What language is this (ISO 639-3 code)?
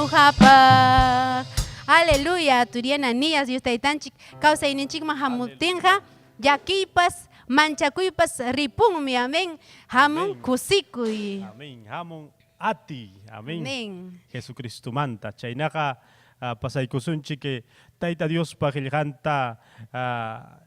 quy